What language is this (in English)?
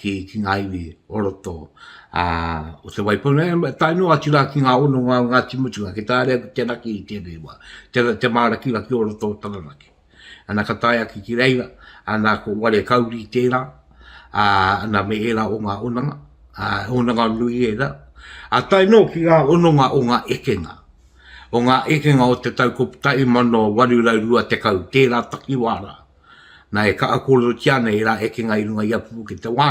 Māori